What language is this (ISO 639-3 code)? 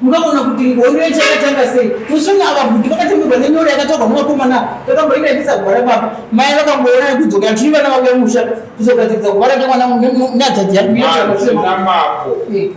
sna